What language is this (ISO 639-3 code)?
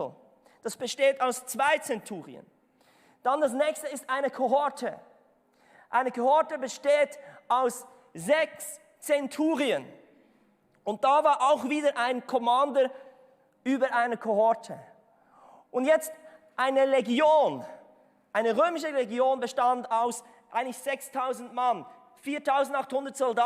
gsw